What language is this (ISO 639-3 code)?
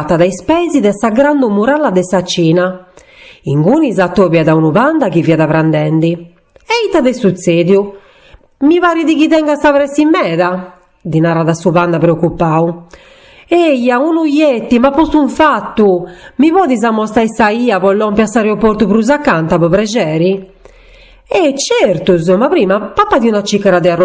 srd